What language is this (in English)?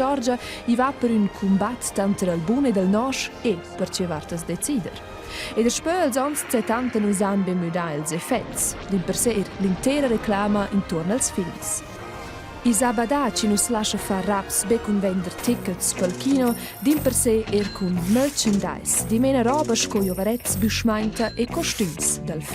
Romansh